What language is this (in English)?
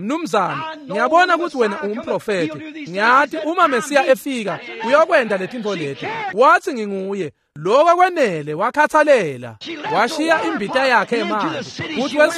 Swati